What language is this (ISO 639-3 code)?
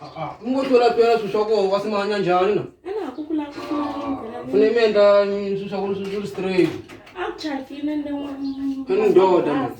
tso